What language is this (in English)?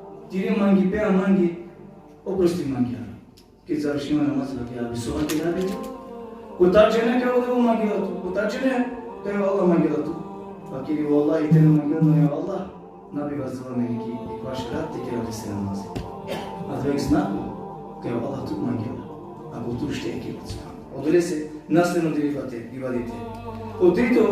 Balkan Romani